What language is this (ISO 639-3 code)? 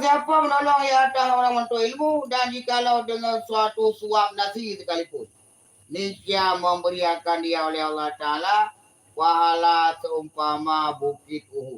ace